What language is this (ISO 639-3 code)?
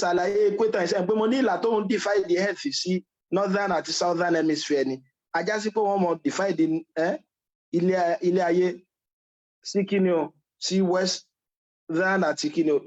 yor